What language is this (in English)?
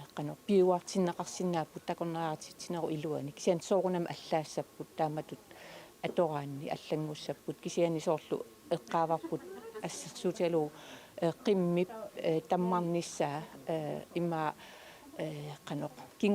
Kalaallisut